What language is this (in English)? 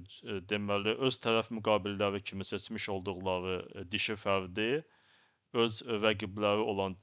Azerbaijani